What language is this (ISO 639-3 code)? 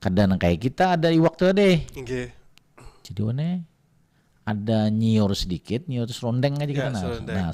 bjn